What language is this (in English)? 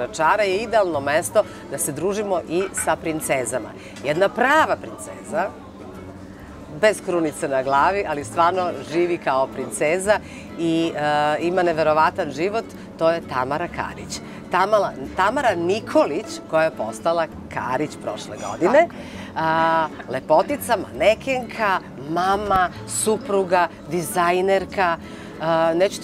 Serbian